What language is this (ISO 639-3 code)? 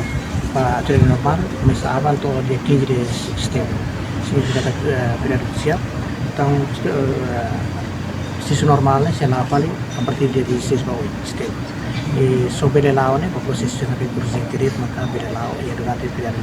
tet